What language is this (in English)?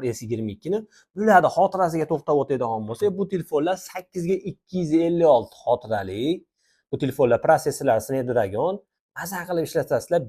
Uzbek